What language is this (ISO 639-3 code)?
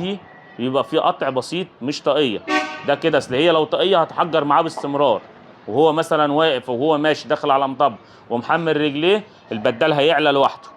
arz